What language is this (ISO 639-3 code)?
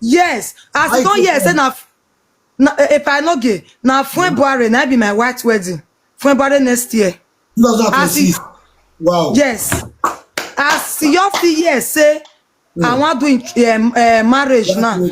pcm